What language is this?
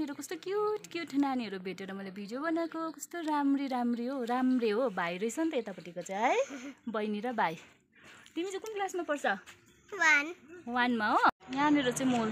Nepali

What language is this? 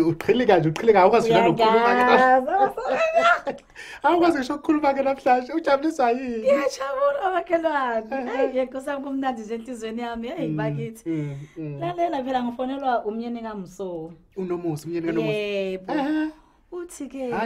Zulu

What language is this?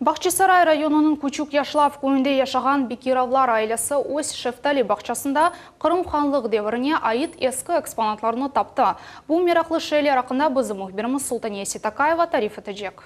Crimean Tatar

